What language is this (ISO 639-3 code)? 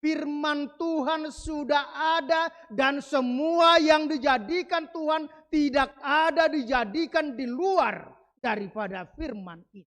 bbc